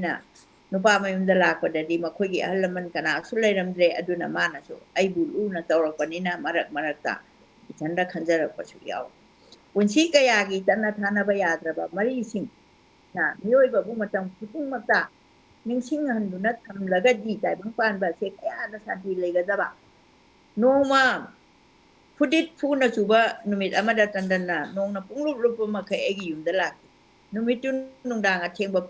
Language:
Manipuri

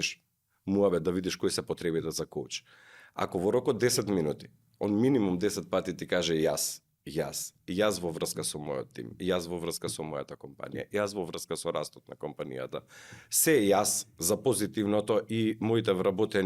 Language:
Macedonian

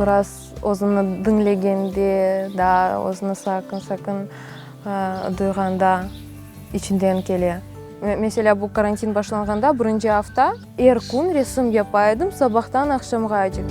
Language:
Crimean Tatar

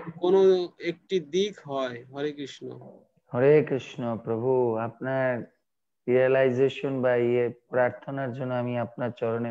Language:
Bangla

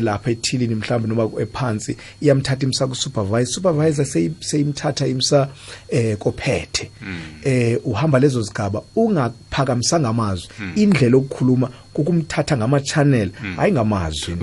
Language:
South Ndebele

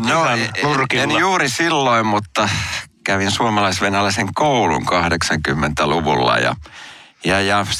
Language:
Finnish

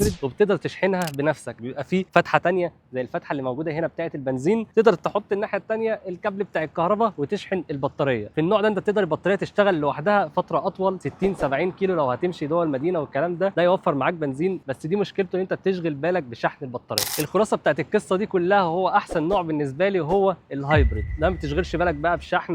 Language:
Egyptian Arabic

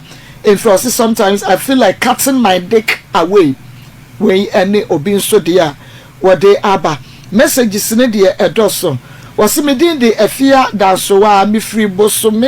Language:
Akan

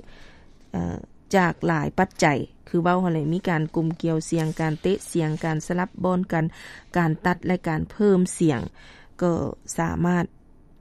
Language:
Lao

